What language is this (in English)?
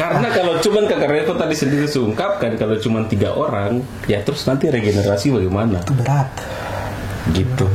Ambonese Malay